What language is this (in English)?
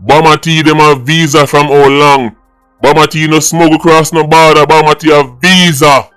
Jamaican Creole English